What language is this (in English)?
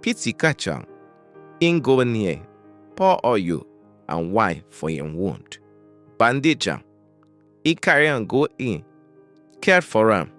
Nigerian Pidgin